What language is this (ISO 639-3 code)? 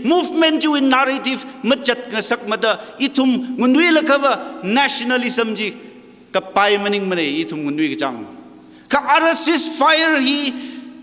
nmf